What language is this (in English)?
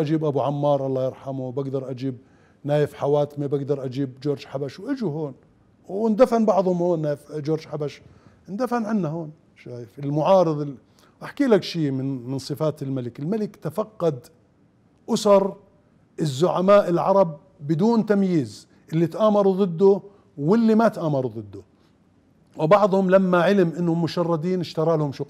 Mesopotamian Arabic